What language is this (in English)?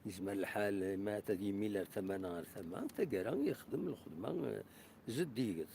Kabyle